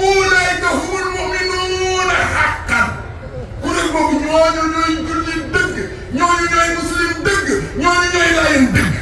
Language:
Wolof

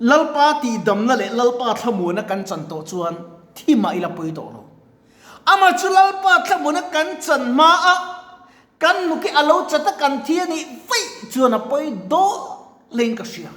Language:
Mizo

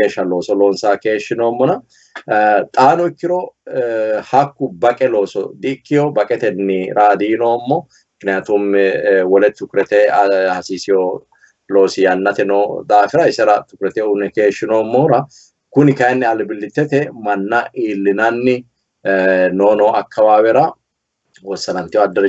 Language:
Sidamo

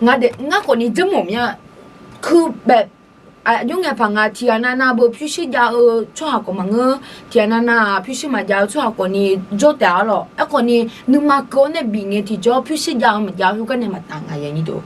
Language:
Akha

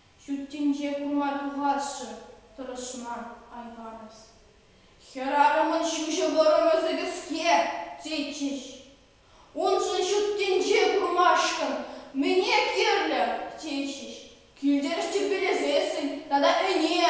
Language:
Chuvash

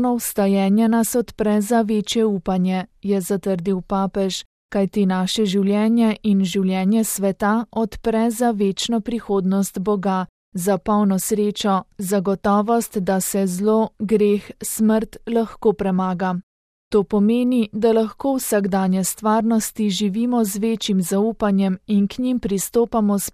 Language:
Slovenian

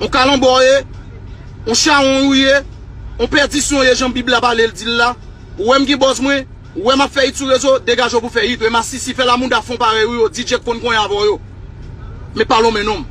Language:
Haitian Creole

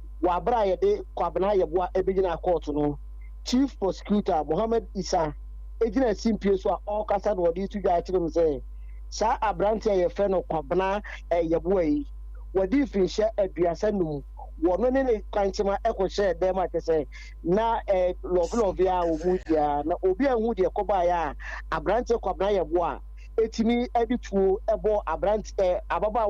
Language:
Akan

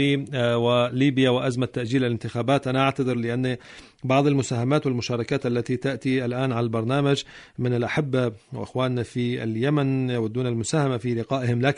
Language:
Arabic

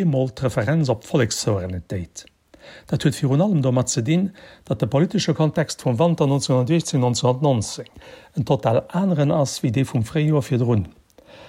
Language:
Luxembourgish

